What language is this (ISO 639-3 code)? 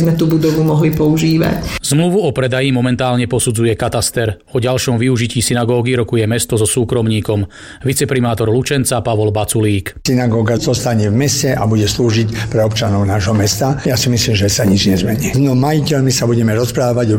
slk